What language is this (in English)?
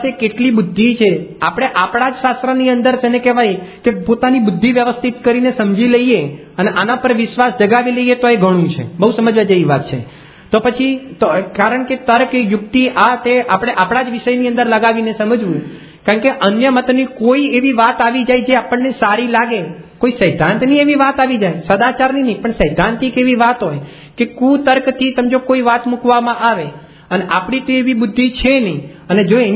Gujarati